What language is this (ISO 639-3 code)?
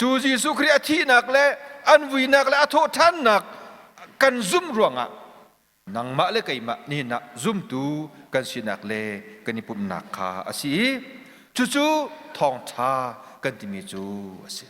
cnh